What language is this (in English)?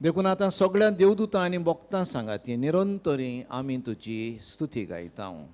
Konkani